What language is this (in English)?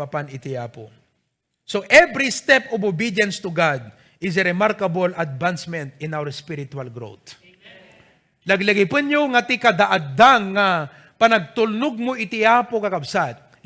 Iloko